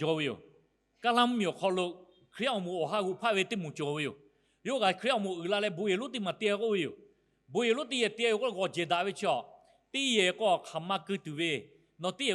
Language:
Lahu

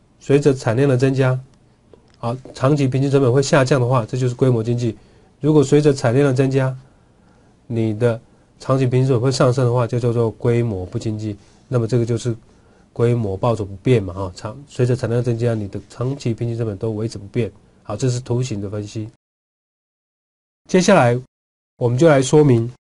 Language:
Chinese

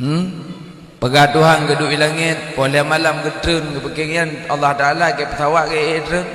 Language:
Achinese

